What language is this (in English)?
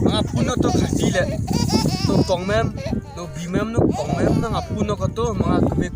Khasi